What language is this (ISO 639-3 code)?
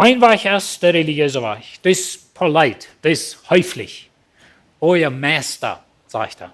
pdt